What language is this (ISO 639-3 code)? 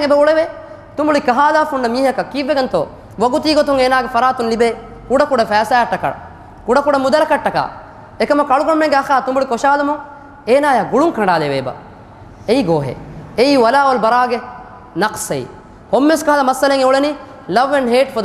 div